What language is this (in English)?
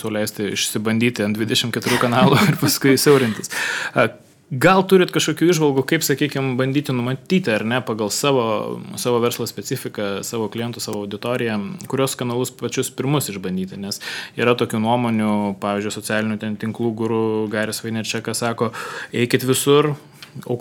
Lithuanian